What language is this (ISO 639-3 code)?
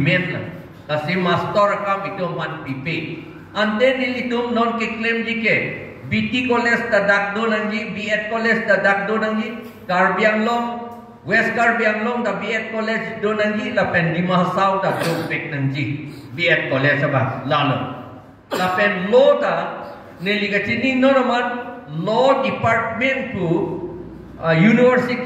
mjw